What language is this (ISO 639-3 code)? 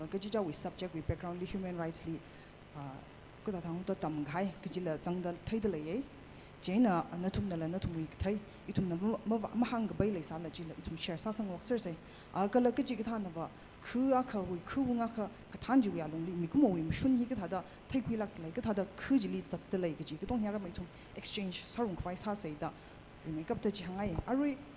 nmf